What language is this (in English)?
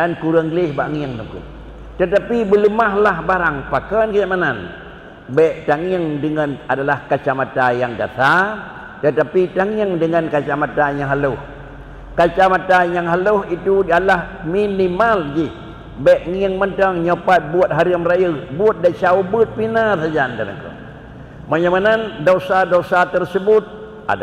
Achinese